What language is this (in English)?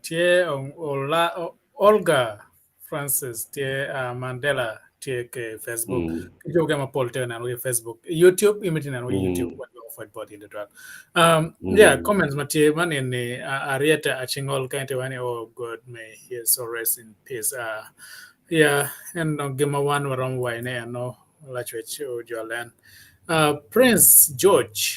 Acoli